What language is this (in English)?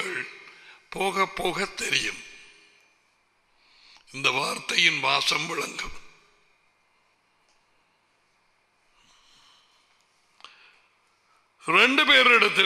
Tamil